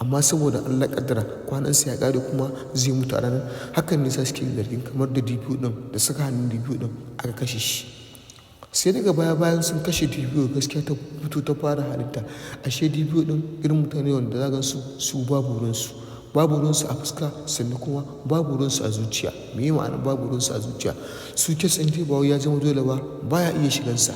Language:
Hausa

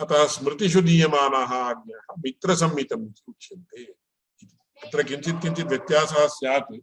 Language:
Sanskrit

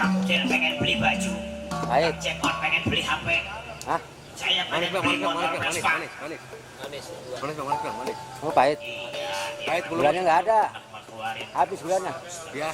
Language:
Betawi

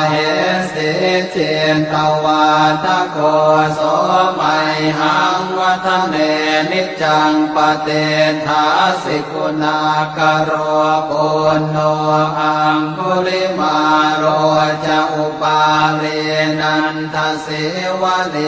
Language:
Pali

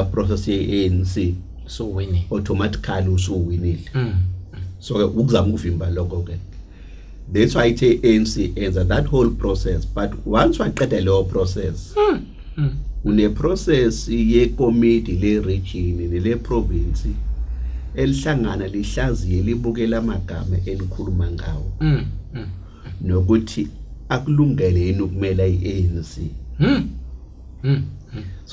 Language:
Zulu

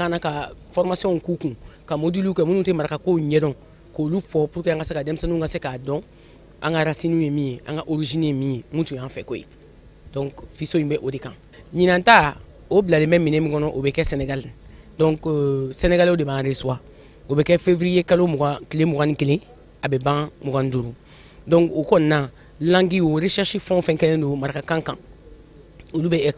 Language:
Bambara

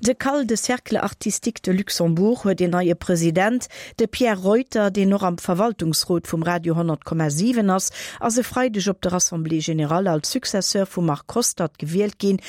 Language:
Luxembourgish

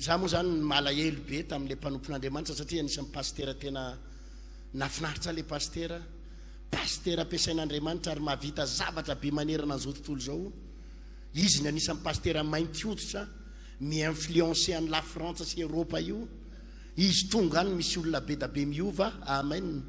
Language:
Malagasy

